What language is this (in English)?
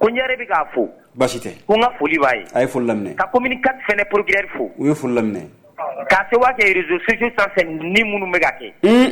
Bambara